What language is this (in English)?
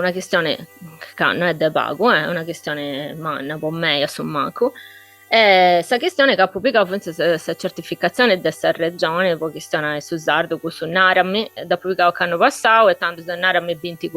Sardinian